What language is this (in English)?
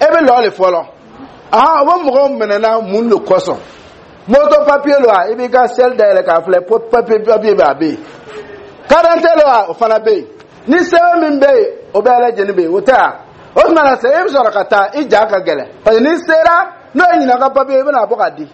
Dyula